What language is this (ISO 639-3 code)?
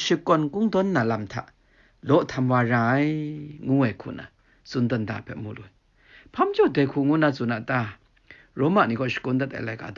kac